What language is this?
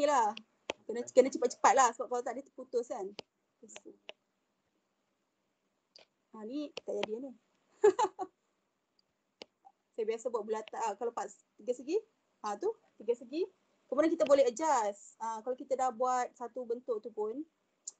Malay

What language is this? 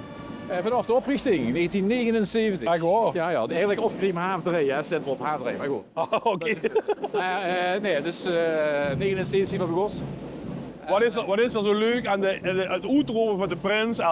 Limburgish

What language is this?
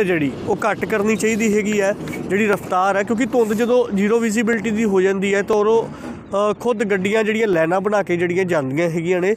Punjabi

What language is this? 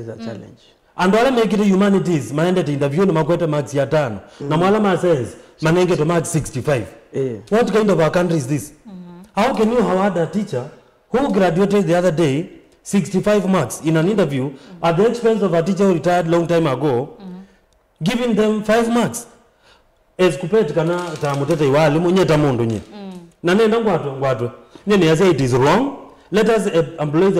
Kamba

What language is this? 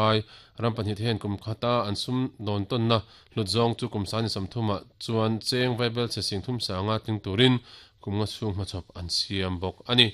Mizo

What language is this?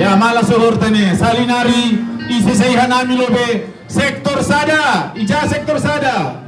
Batak Simalungun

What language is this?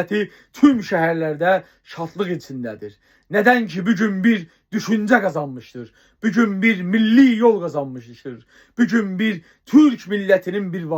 South Azerbaijani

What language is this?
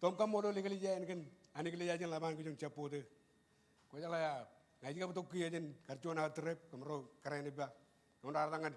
Marshallese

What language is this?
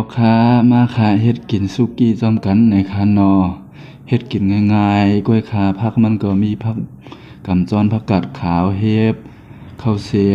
Shan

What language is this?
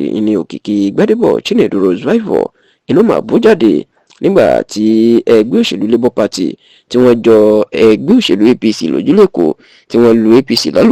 Yoruba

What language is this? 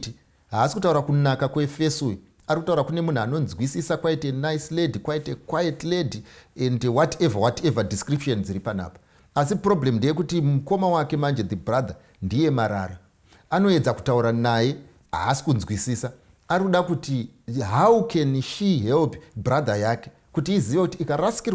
Shona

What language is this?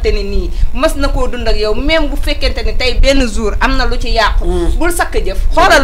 Wolof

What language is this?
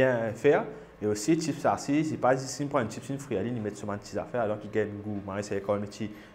Morisyen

